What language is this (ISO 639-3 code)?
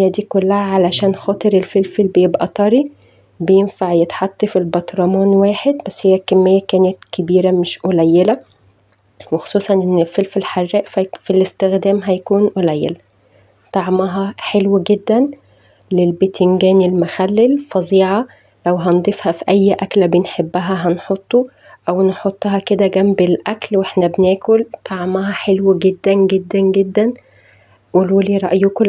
arz